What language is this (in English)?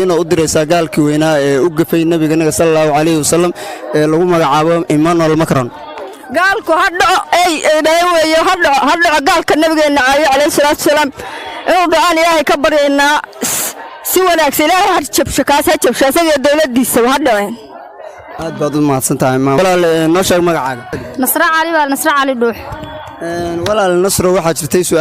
Somali